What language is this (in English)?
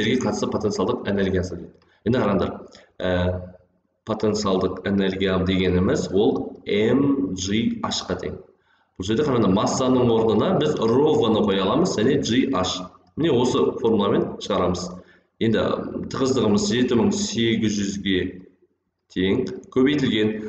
Kazakh